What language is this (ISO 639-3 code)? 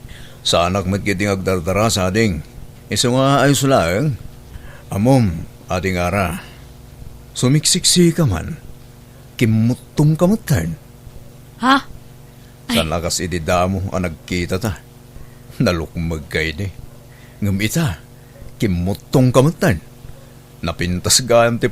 ilo